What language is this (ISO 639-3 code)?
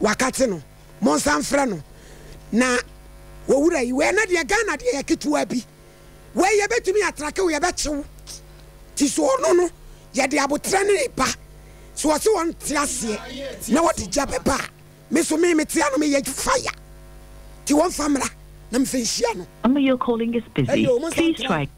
aka